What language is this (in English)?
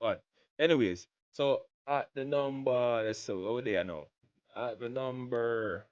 Jamaican Creole English